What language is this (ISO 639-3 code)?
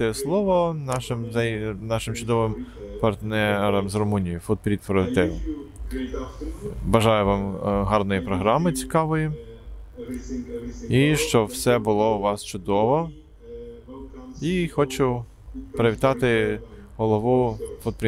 ukr